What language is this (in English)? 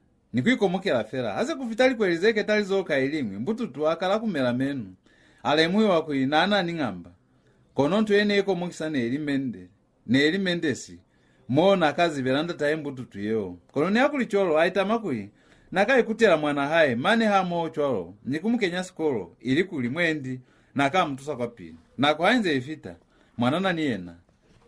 Lozi